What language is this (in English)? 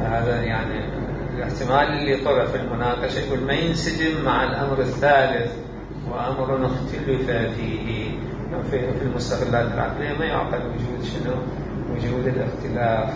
Mesopotamian Arabic